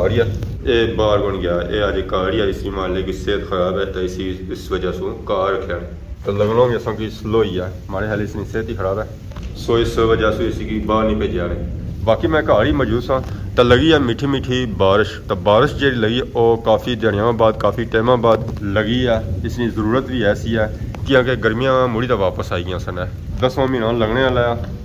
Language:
Pahari-Potwari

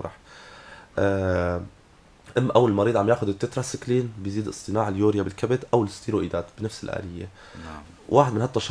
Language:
North Levantine Arabic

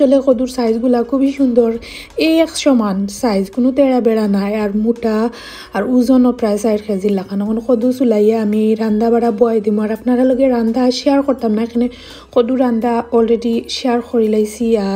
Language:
Sylheti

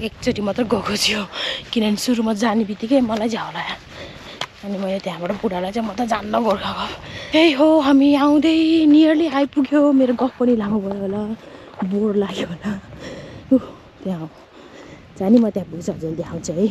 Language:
Nepali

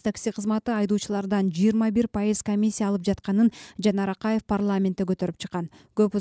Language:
Kyrgyz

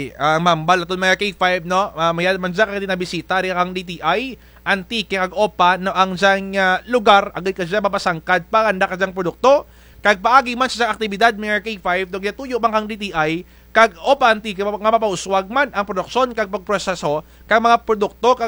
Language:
Kinaray-a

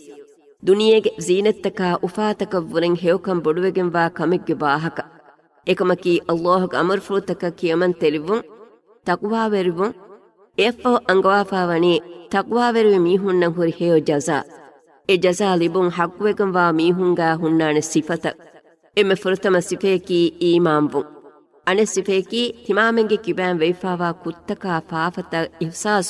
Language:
Divehi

